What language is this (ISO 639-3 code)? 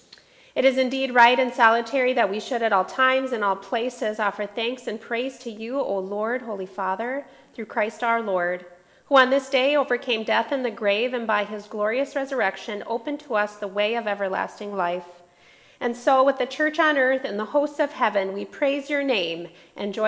eng